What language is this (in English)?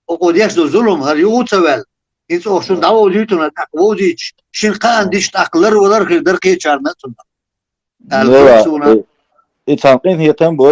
Chechen